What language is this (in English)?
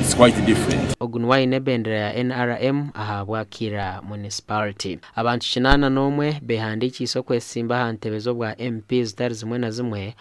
Nyankole